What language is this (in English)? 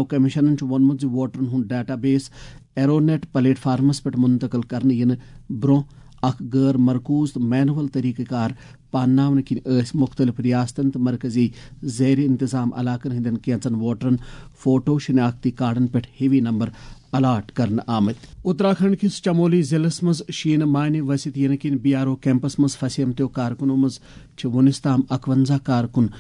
Kashmiri